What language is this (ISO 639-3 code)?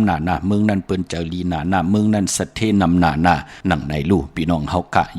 shn